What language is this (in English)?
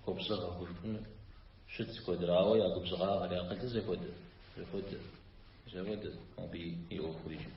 Kabardian